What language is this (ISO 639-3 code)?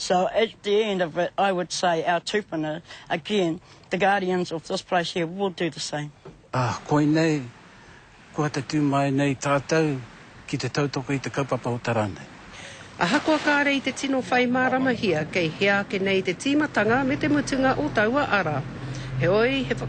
mri